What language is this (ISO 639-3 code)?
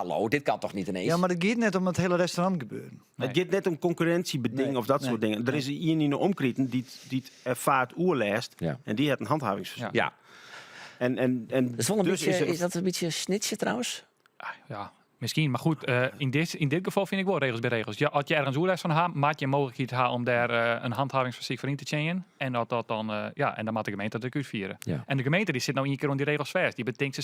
fry